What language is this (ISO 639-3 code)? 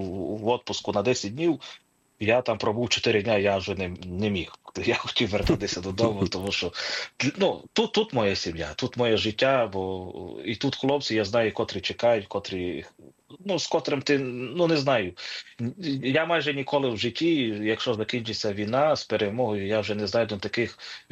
ukr